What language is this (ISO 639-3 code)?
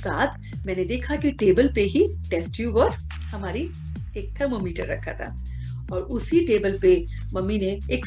hin